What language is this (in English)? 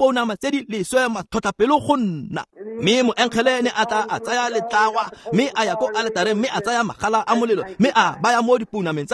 Tswana